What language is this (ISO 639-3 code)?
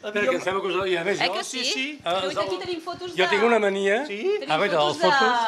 cat